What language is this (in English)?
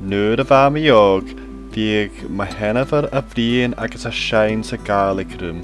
Scottish Gaelic